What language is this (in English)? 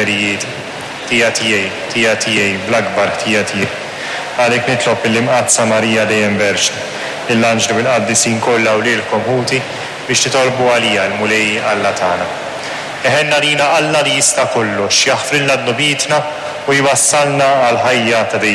Maltese